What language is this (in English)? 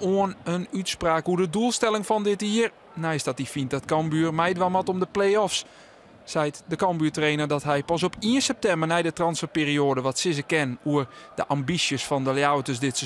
Western Frisian